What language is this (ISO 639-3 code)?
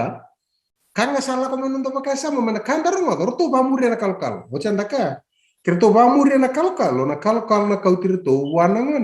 fij